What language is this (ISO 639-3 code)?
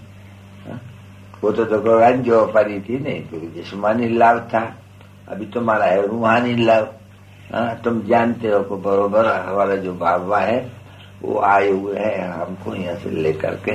hin